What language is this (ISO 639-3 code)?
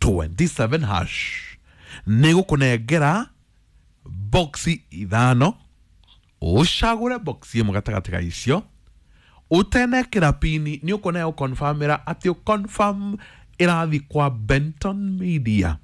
kik